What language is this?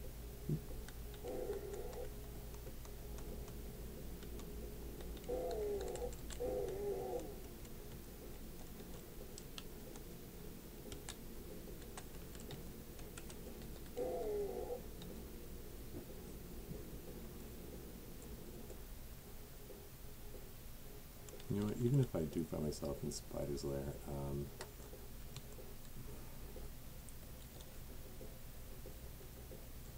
English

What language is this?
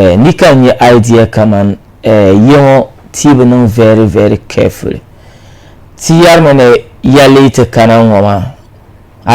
Dagbani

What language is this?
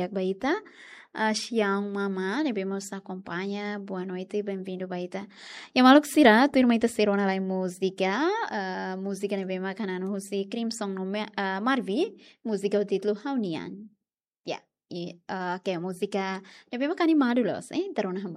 Tetum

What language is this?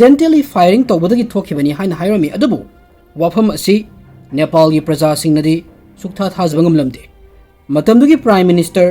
Manipuri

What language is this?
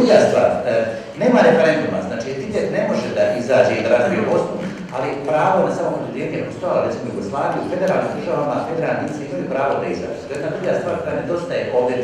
Bosnian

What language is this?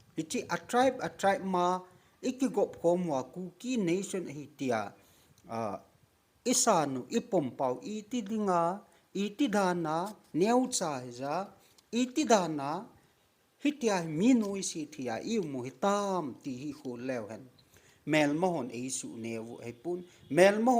Thado Chin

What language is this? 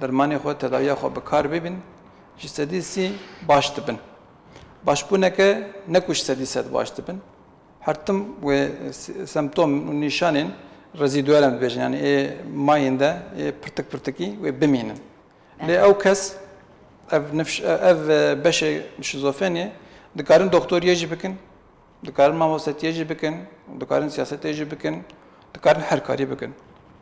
Kurdish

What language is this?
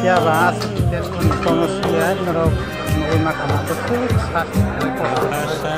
Kok Borok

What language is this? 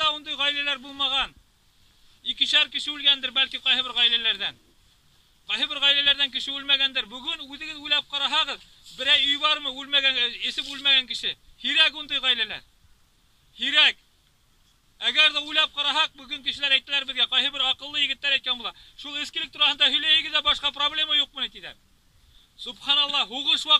Bashkir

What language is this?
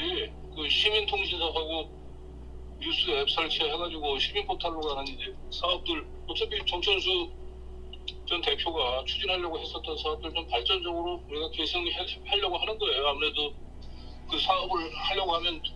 Korean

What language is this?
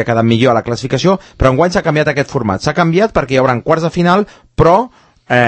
Catalan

